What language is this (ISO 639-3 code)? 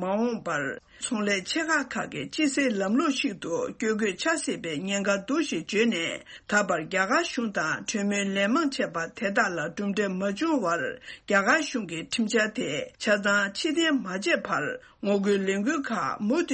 bod